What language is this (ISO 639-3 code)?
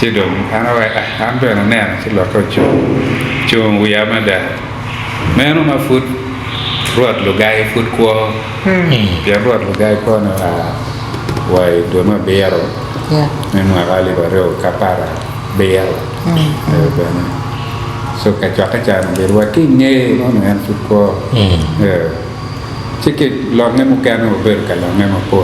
ach